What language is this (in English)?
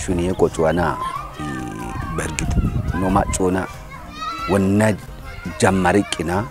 Kafa